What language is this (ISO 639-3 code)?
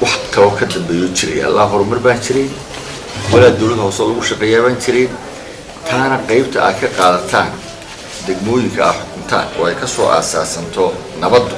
som